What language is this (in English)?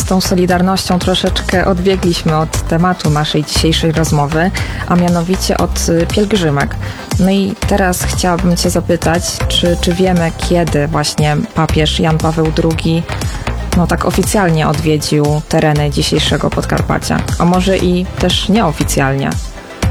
Polish